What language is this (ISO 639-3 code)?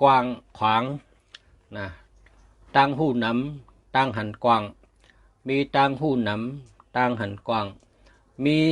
shn